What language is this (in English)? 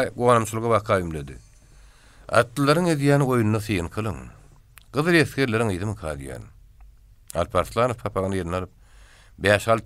Turkmen